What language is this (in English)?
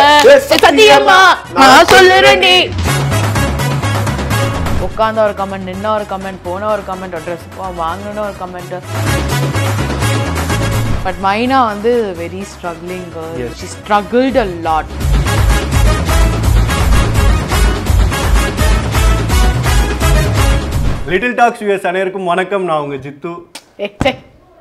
Tamil